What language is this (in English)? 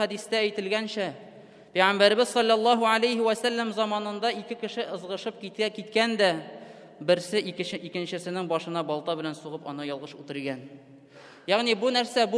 Tatar